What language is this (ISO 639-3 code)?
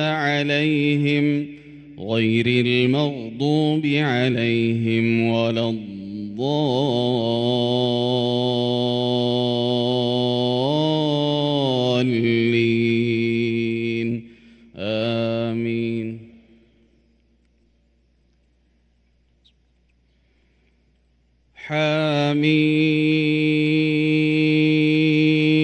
ara